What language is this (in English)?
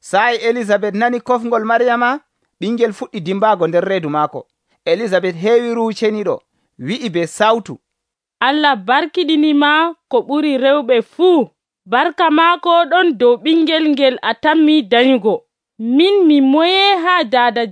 Nigerian Fulfulde